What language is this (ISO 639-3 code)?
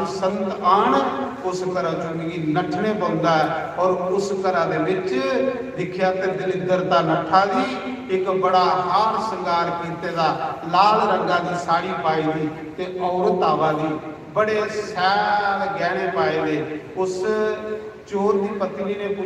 doi